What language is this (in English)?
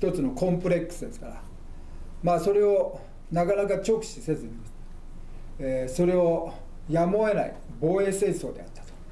Japanese